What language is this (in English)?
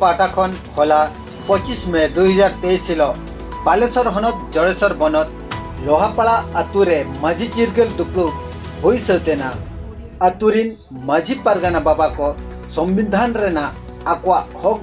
Santali